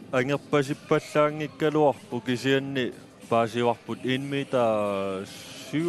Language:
Kalaallisut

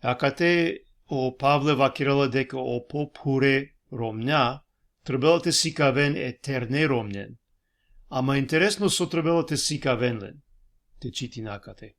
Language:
Balkan Romani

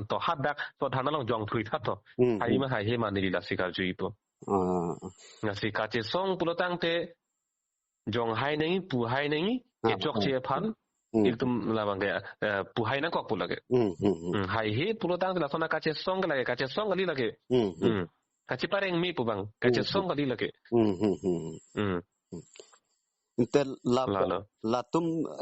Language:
Karbi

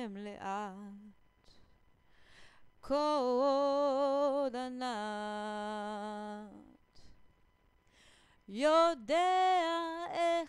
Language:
Hebrew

